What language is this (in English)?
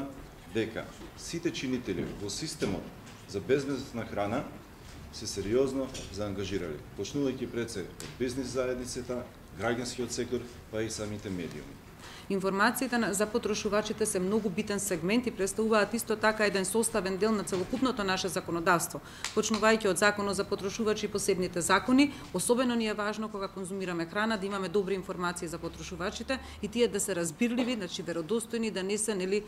Macedonian